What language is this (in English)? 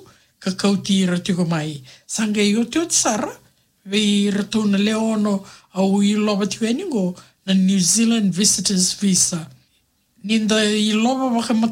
Fijian